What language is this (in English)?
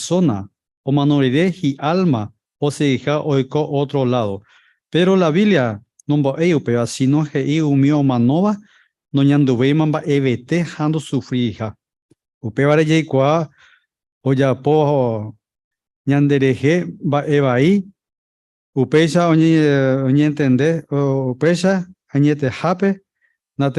Guarani